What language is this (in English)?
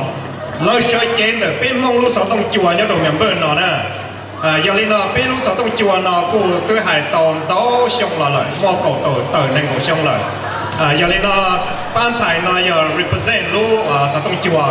Hmong